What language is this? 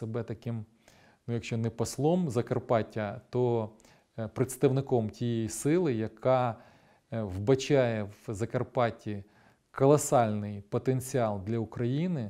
Ukrainian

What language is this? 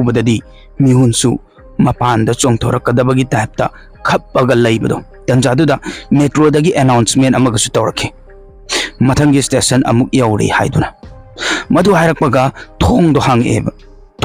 Manipuri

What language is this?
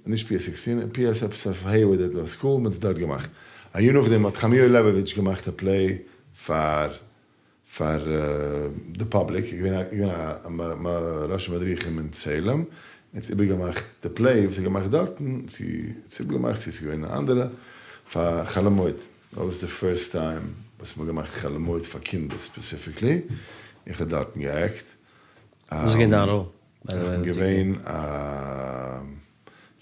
Yiddish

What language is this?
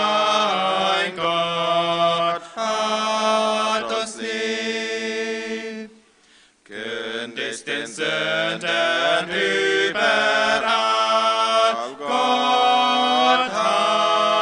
Plautdietsch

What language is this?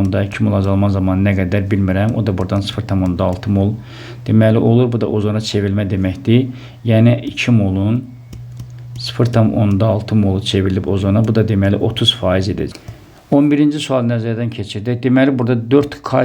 Azerbaijani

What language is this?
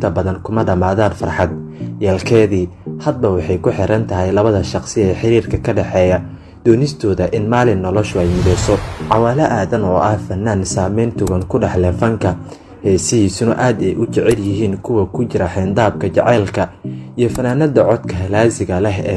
Somali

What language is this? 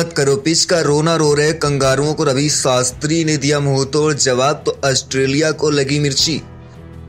Hindi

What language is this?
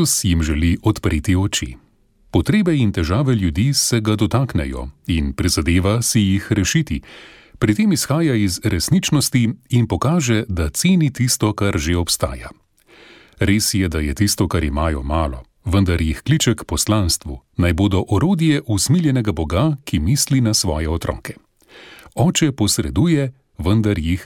Slovenian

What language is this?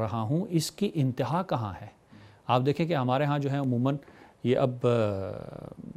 Urdu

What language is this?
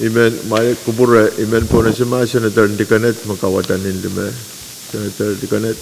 Pohnpeian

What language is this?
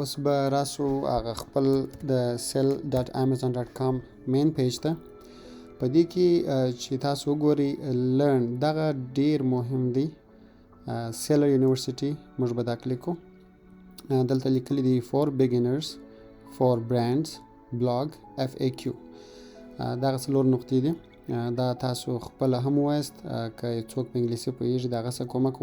Pashto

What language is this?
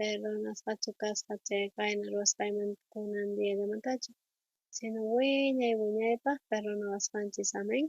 South Bolivian Quechua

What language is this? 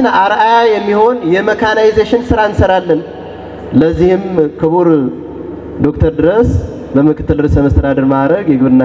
Amharic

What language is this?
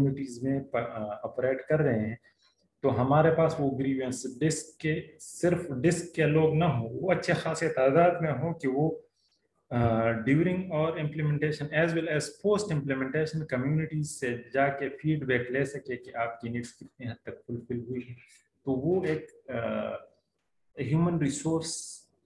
Urdu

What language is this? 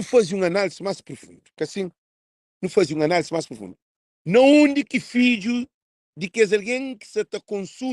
Kabuverdianu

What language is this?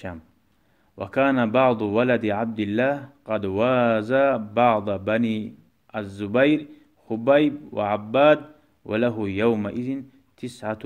Kumyk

